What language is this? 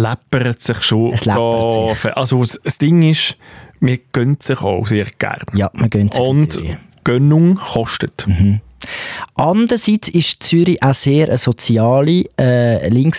Swiss German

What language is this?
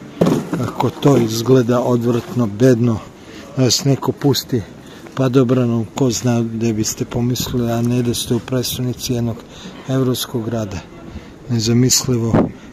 Serbian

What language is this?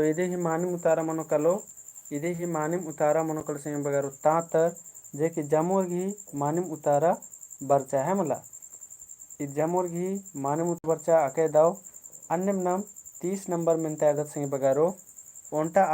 Kurukh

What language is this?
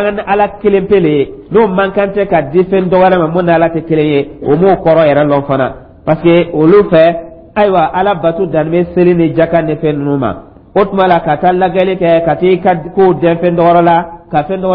Dyula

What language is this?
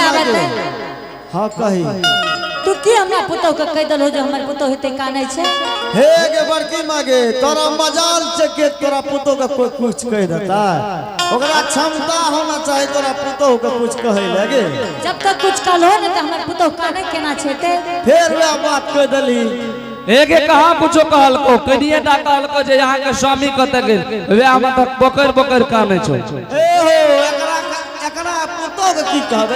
Angika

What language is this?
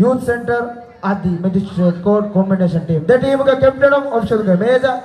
Divehi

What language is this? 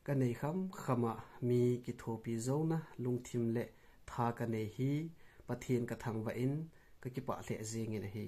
Thado Chin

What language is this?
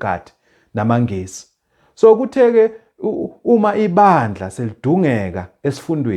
Zulu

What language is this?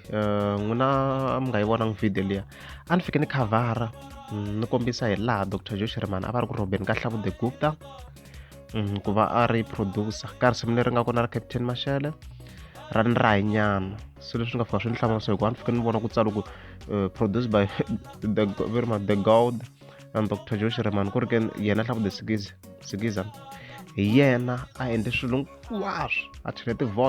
Tsonga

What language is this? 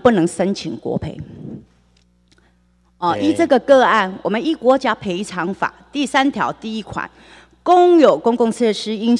Chinese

